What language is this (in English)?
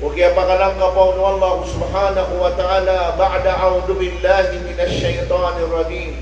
Maranao